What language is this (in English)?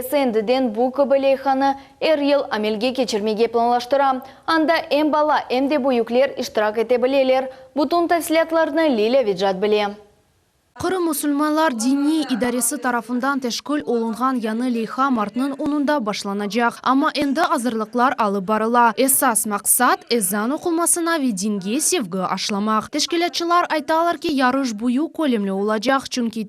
Crimean Tatar